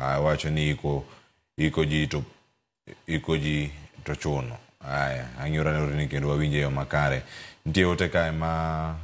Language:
Luo (Kenya and Tanzania)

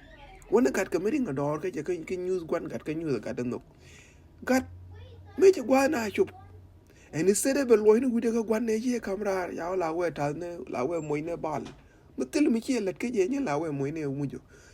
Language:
Nuer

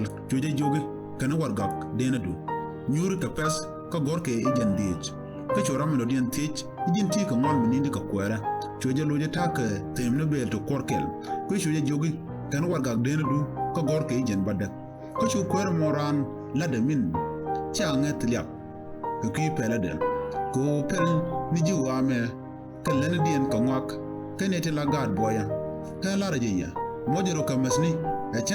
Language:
Nuer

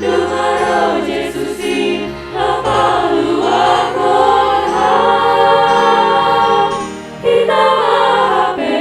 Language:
Batak Simalungun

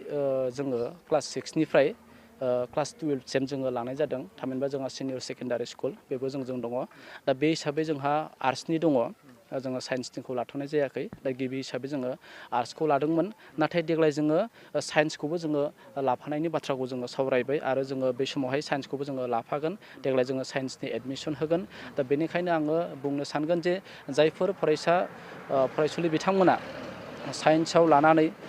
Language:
Bodo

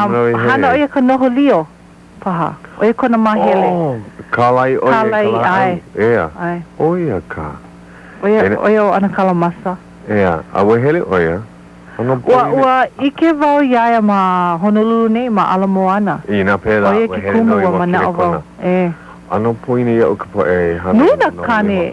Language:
Hawaiian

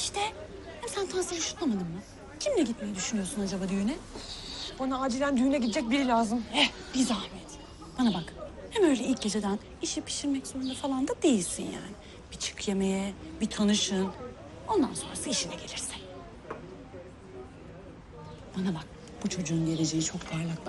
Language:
Turkish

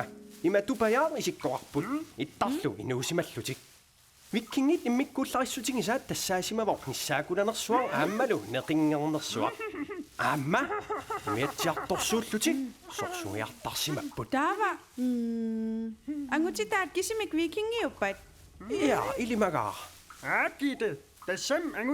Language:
Kalaallisut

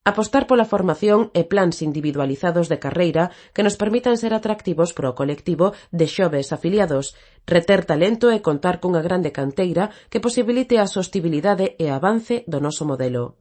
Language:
Galician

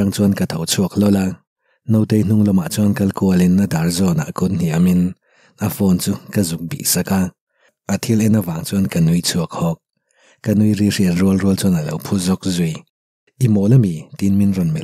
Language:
Mizo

